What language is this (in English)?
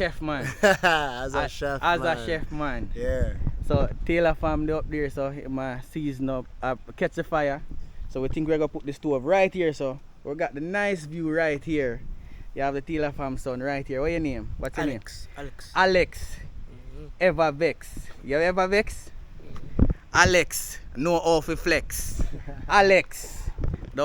Jamaican Creole English